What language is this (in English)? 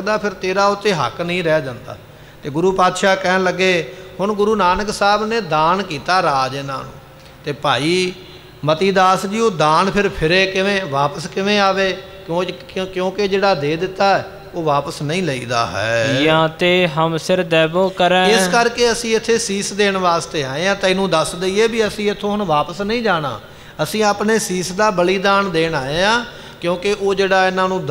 Punjabi